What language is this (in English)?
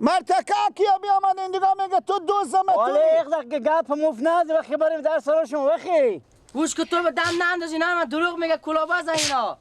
Persian